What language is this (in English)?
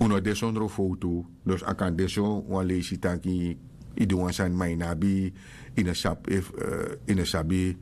Sranan Tongo